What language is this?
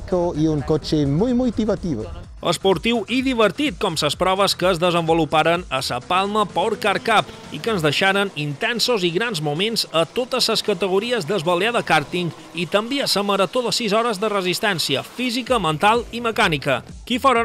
Catalan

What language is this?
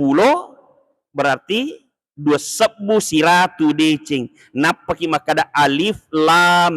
Buginese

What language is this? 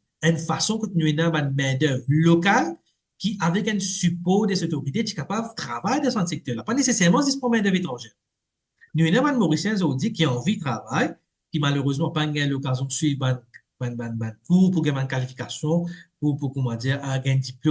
Morisyen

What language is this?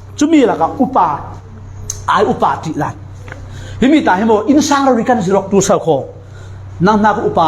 Falam Chin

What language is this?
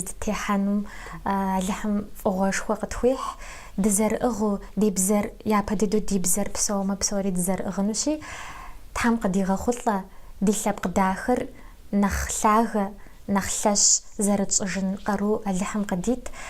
Kabardian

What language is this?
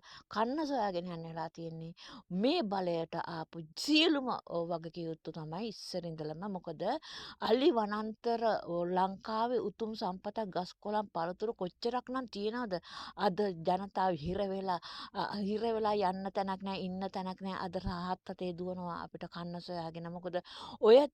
Sinhala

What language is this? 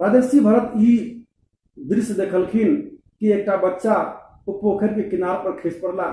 Maithili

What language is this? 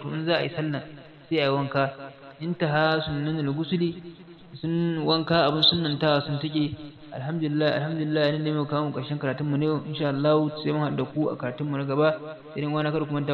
Hausa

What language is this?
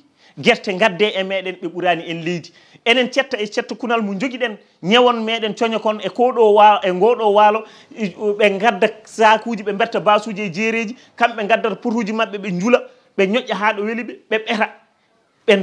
Fula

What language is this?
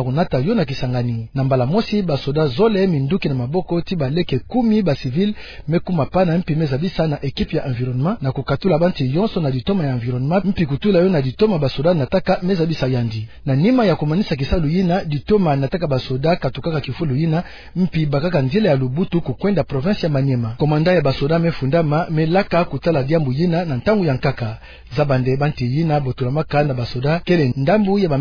Kituba (Democratic Republic of Congo)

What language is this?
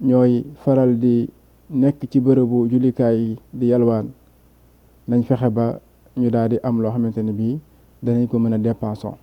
Wolof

